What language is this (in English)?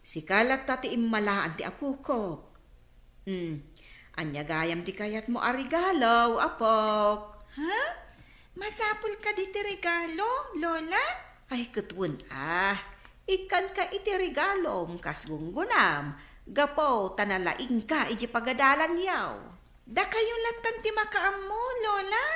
Iloko